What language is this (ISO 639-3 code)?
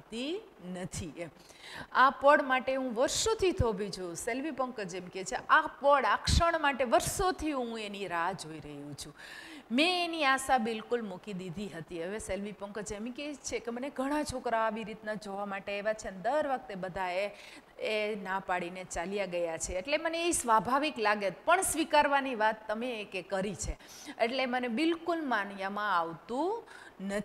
guj